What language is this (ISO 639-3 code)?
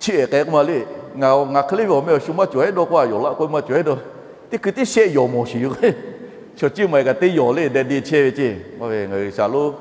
lhu